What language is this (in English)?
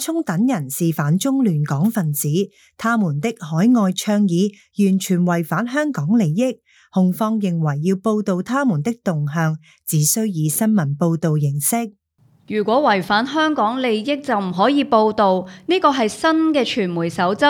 Cantonese